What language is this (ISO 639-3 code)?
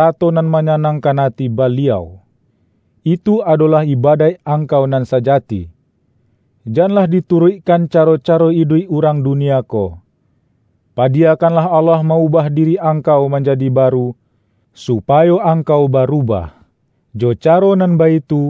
min